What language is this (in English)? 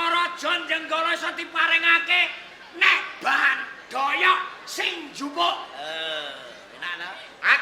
Javanese